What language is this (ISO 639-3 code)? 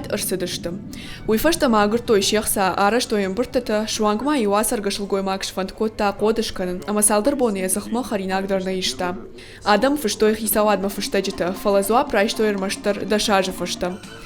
oss